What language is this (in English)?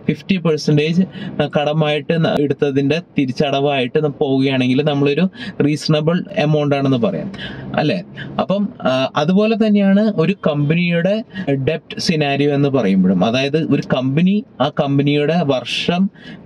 Malayalam